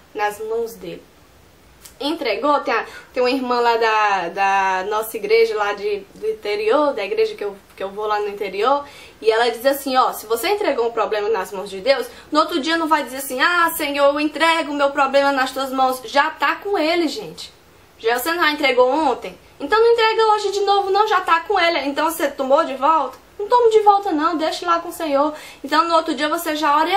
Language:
Portuguese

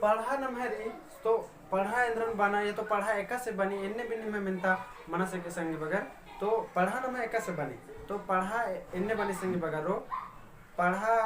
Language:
Kurukh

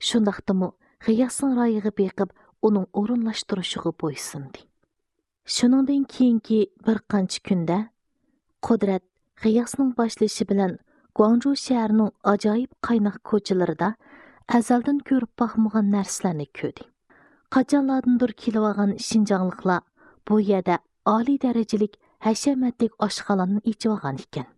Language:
Uyghur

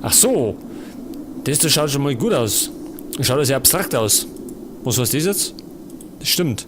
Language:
Bavarian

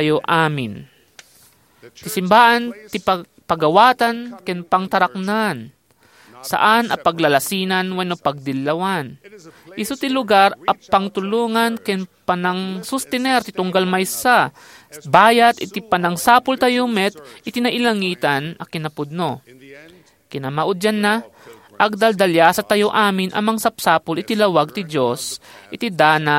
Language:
Iloko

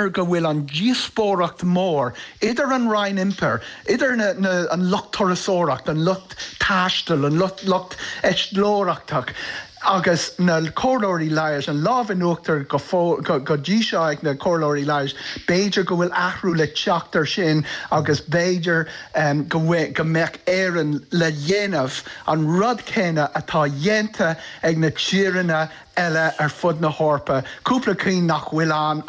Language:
Irish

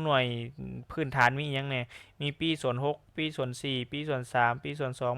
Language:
Lao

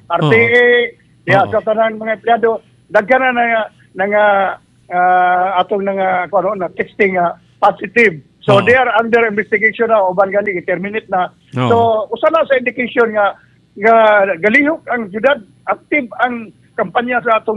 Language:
Cebuano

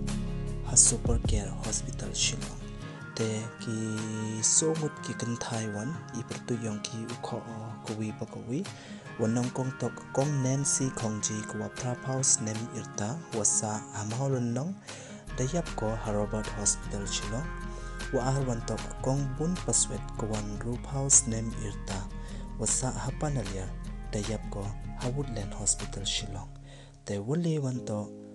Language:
Pnar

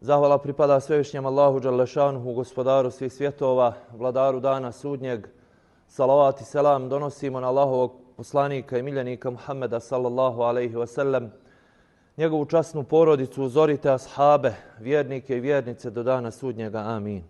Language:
Bosnian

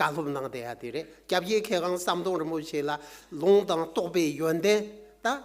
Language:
Tibetan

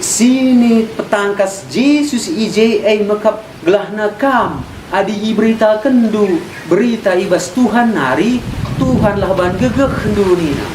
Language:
Batak Karo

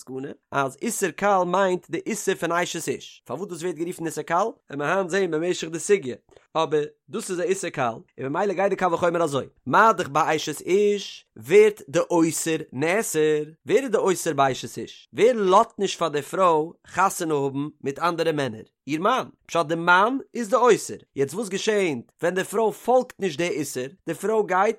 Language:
Yiddish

